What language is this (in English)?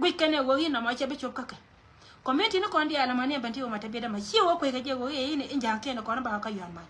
Nuer